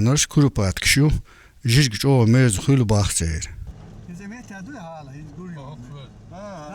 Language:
Chechen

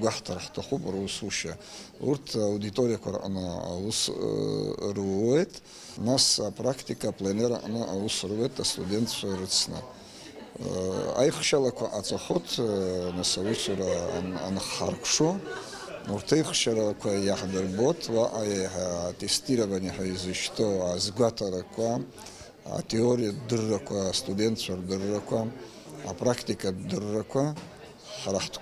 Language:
Abkhazian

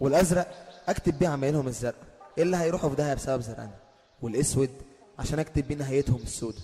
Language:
Egyptian Arabic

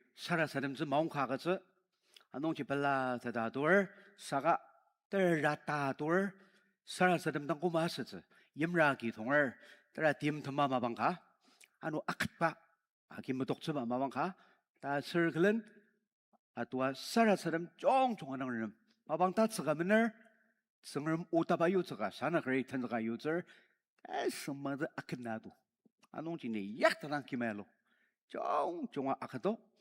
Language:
Ao Naga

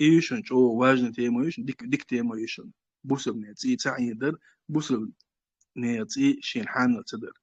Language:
Chechen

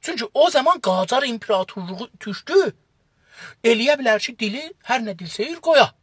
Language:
South Azerbaijani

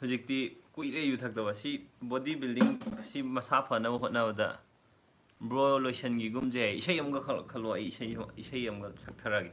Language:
Manipuri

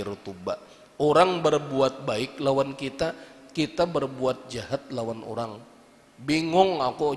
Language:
Banjar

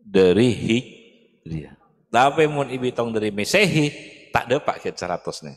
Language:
Madurese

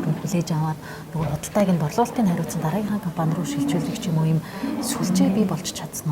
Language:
Mongolian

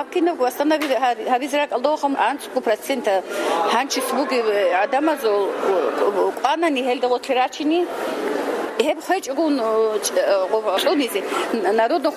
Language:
Avaric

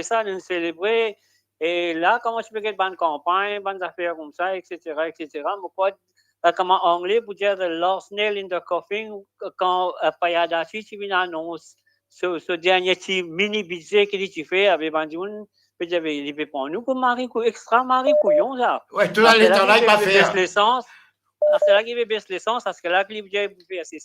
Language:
Morisyen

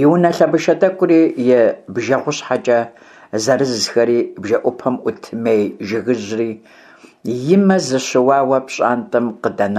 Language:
Kabardian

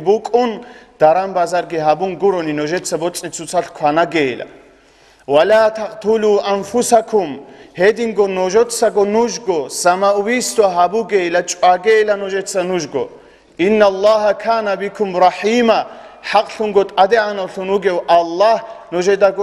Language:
Avaric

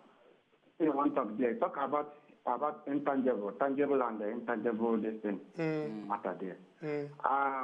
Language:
Nigerian Pidgin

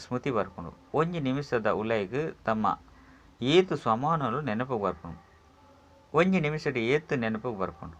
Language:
Tulu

